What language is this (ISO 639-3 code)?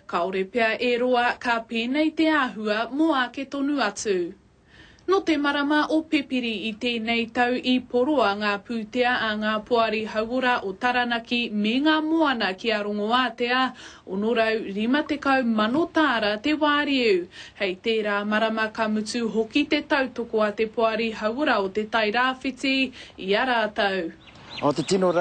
mri